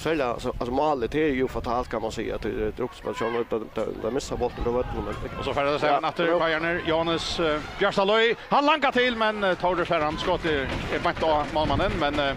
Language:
Faroese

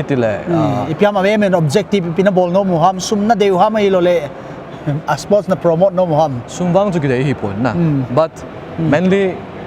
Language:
Paite Chin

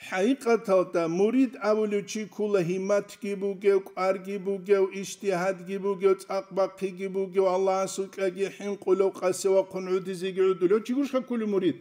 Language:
Avaric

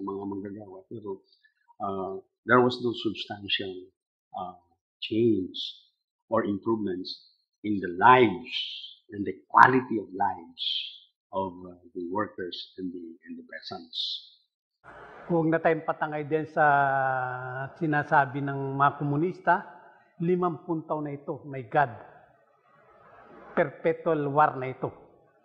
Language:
Filipino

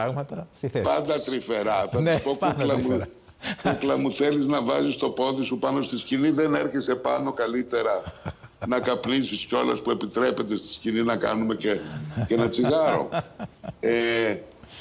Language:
Greek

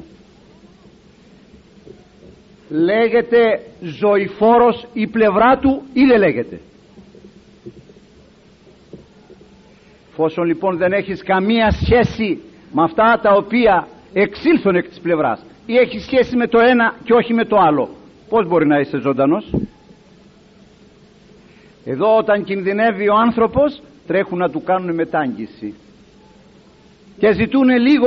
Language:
Greek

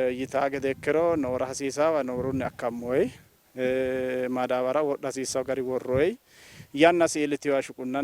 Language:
Sidamo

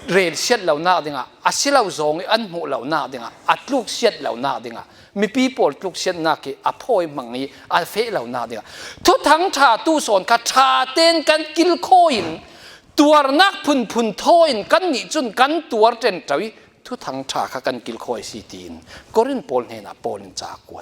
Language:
Falam Chin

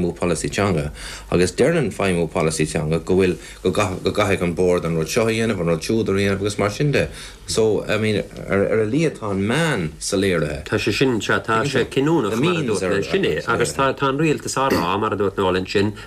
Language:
Irish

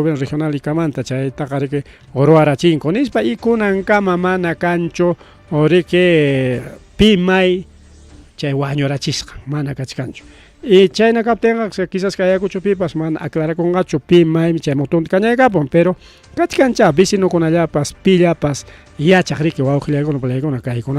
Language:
Ayacucho Quechua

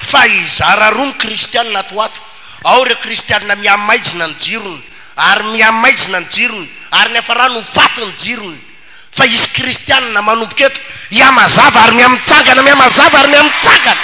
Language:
Malagasy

